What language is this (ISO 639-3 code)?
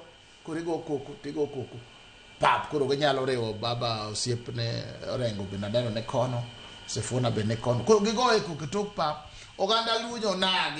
luo